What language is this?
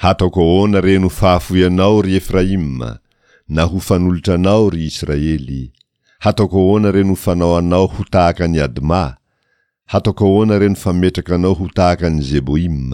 Malagasy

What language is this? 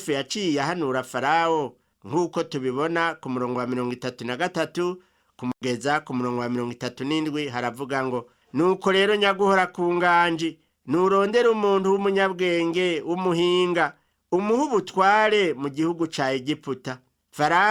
Rundi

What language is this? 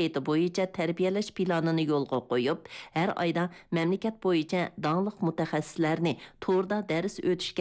Uyghur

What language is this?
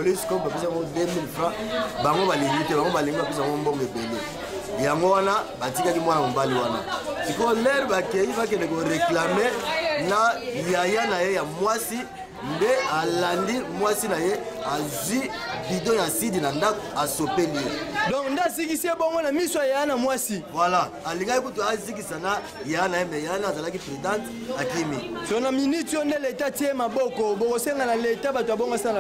Lingala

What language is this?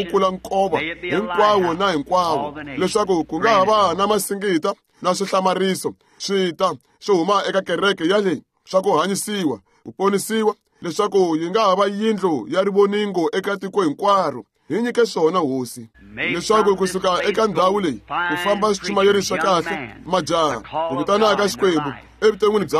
Tsonga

